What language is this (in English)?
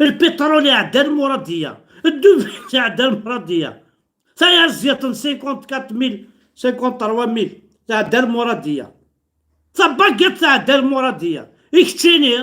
Kabyle